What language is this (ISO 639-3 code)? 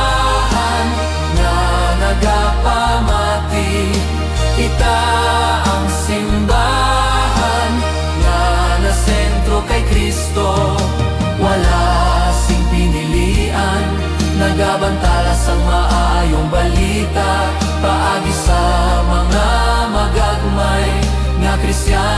hil